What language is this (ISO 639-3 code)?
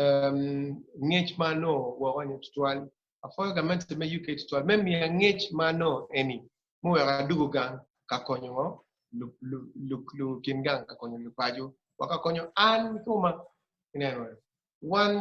ach